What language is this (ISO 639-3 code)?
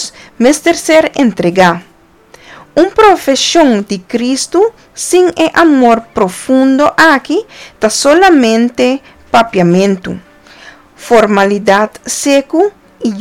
pap